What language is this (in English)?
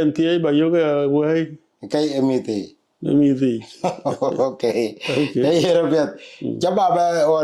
Dinka